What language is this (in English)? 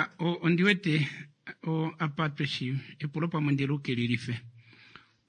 Kuanyama